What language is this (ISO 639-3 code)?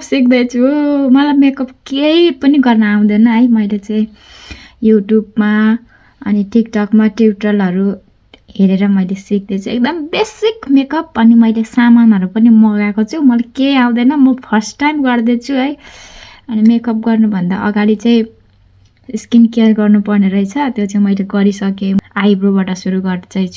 nep